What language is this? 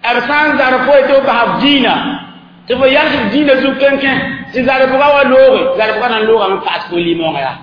Mossi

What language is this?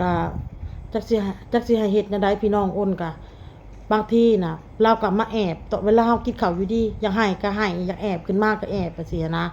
Northeastern Thai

